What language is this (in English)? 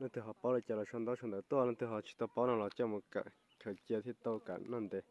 Hmong